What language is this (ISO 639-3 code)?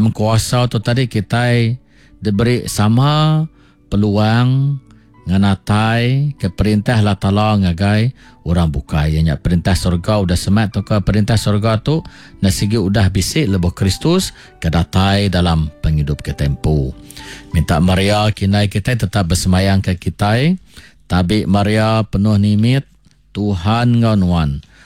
iba